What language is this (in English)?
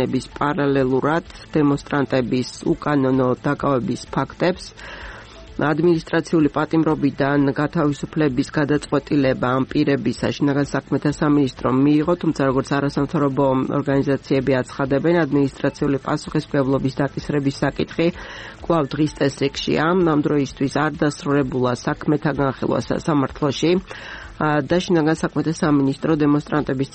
Georgian